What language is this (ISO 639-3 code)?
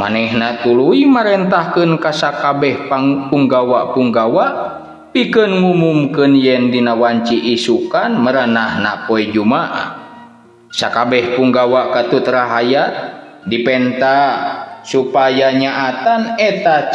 sun